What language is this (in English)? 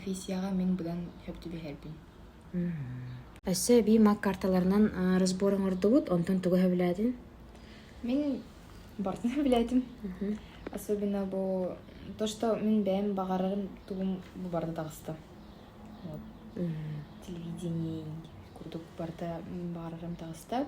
Yakut